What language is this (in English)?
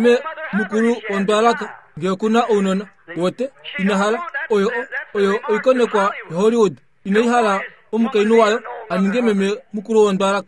Kuanyama